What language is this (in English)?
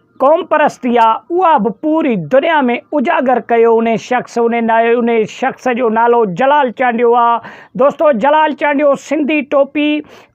Sindhi